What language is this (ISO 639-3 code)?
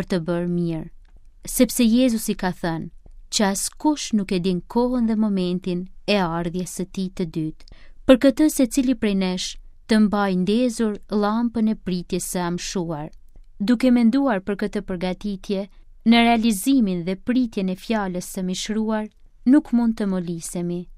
sqi